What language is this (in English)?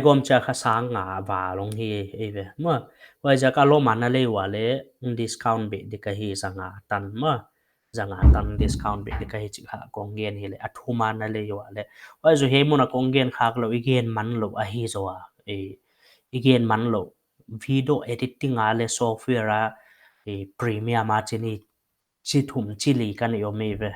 Paite Chin